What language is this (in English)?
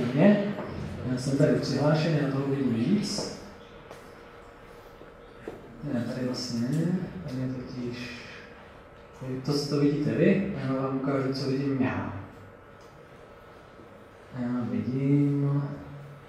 Czech